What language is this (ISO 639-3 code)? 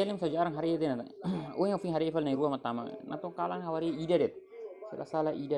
tet